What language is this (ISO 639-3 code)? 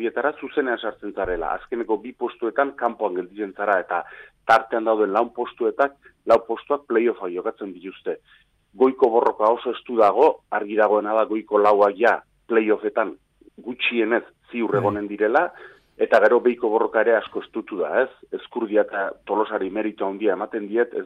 eus